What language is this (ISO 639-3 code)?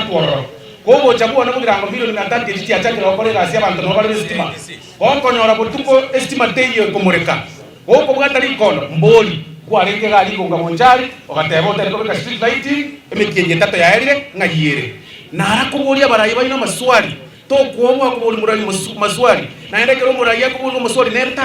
guz